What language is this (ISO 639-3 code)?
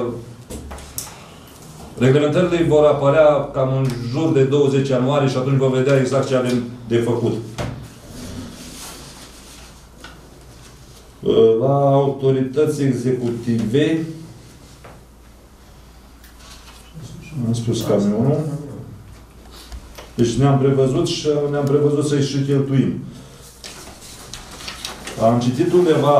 ron